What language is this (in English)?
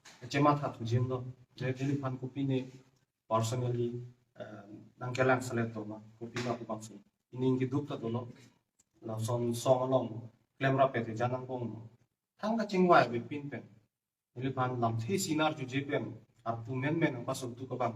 Karbi